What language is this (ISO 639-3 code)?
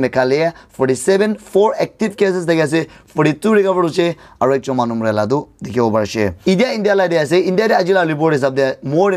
nag